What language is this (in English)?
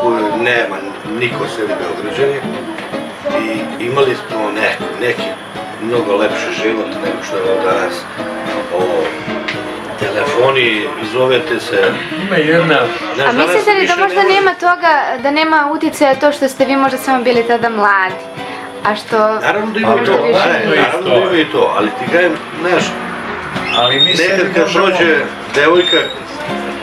Serbian